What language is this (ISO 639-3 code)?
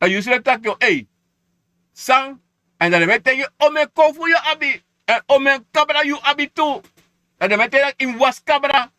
srn